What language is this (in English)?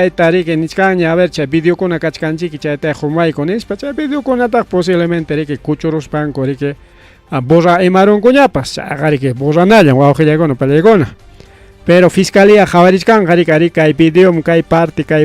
Ayacucho Quechua